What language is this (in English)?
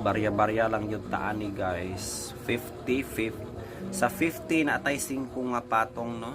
Cebuano